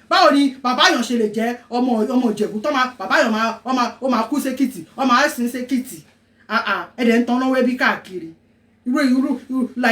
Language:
Yoruba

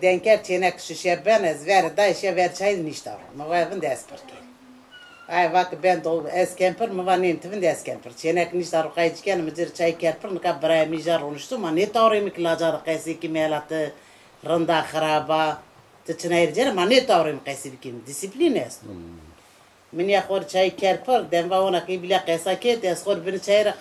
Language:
Zaza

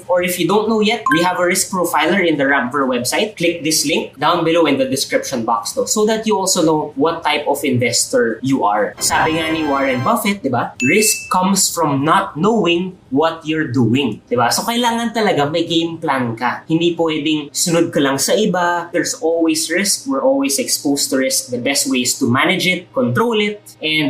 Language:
Filipino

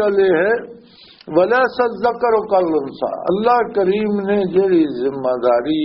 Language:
Western Panjabi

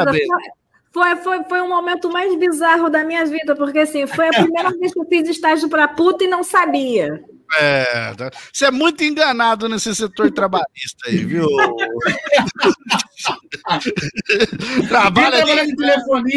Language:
Portuguese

